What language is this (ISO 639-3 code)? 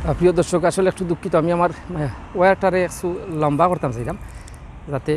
syl